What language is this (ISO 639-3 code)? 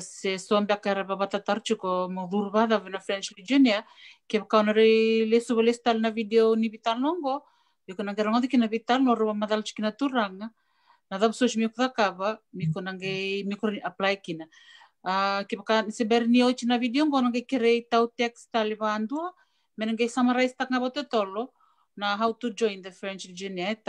fij